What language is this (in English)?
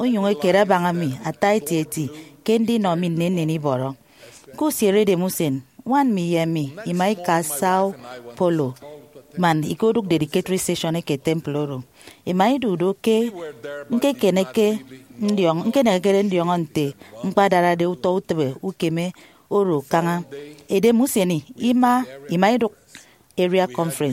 Efik